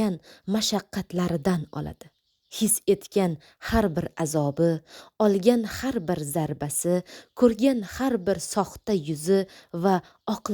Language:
Uzbek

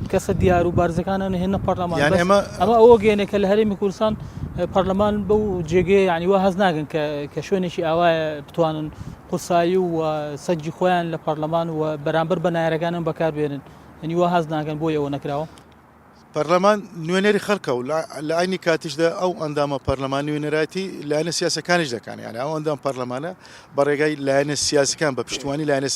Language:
Central Kurdish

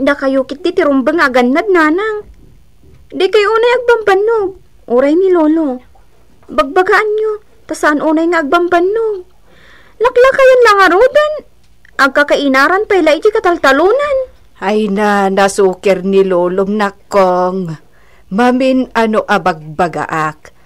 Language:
Iloko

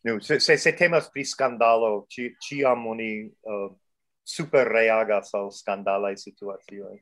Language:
Esperanto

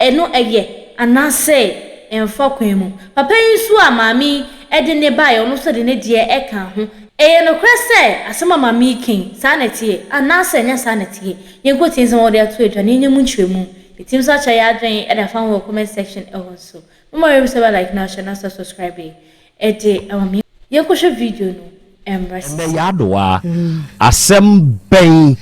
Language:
Akan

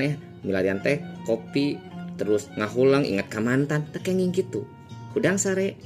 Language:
Sundanese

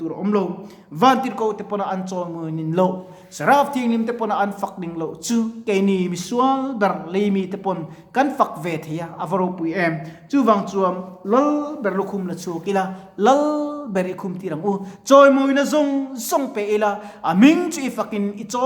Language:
Mizo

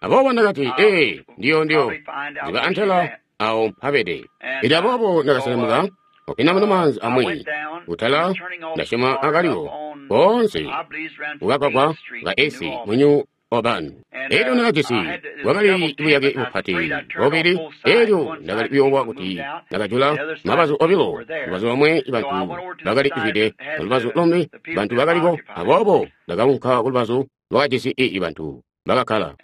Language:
Tonga (Zambia)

